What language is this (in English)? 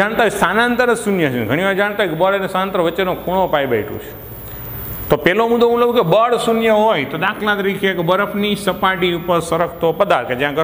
Gujarati